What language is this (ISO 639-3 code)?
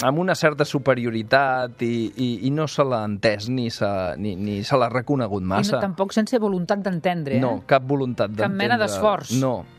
cat